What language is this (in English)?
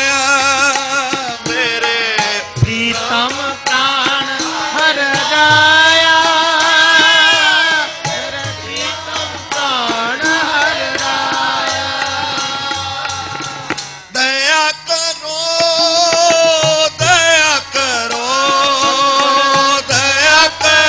Punjabi